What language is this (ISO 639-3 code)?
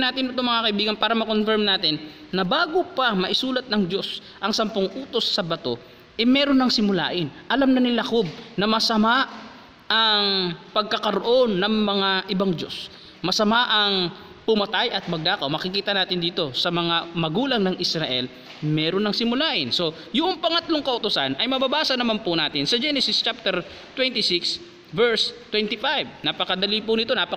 fil